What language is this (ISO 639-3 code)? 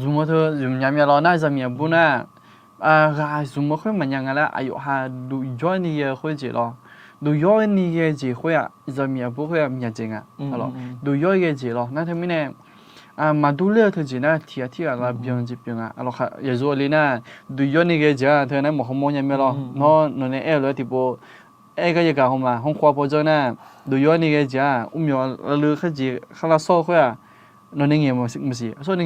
ahk